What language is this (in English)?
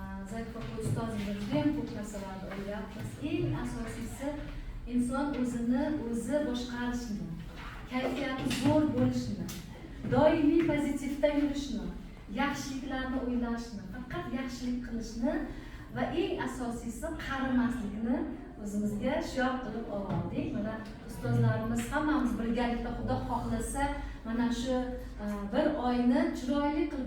Uzbek